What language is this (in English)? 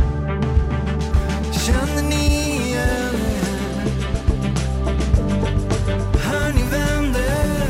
Swedish